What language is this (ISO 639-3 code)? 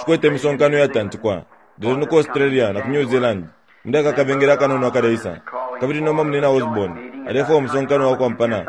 bem